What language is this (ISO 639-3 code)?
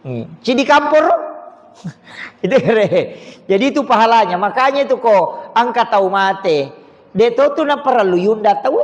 bug